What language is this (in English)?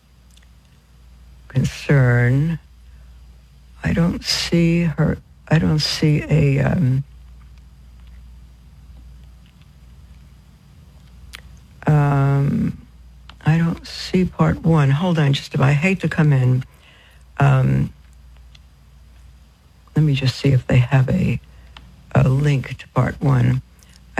English